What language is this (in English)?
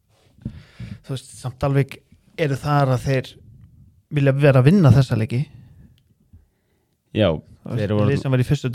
Icelandic